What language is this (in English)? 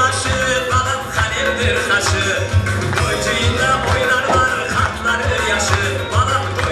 Crimean Tatar